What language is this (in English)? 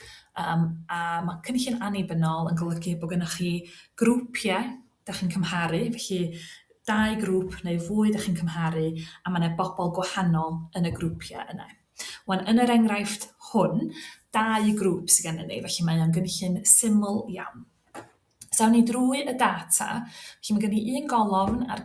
Welsh